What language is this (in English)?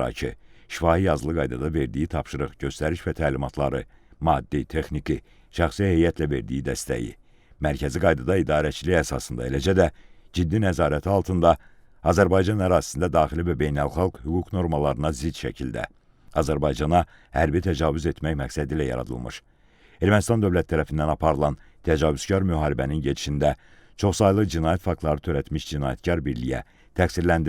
Azerbaijani